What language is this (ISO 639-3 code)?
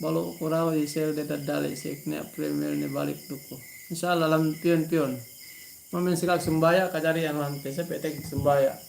yka